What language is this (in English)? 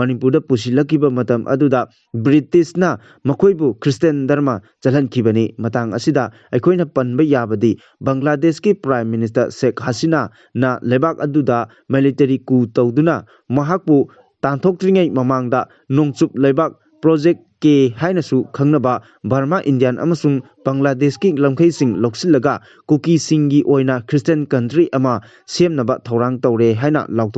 Manipuri